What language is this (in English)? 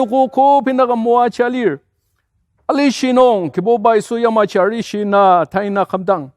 Ao Naga